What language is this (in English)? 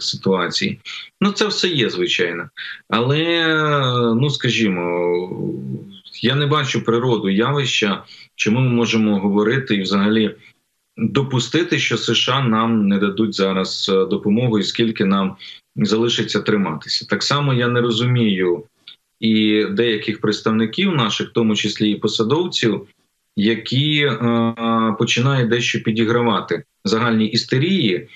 Ukrainian